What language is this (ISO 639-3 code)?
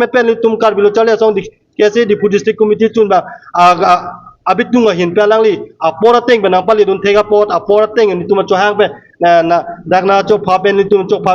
mjw